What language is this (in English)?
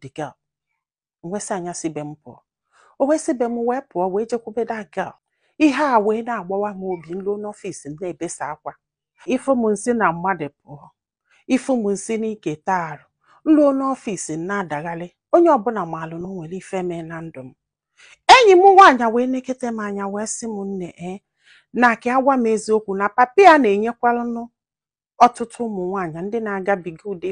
Igbo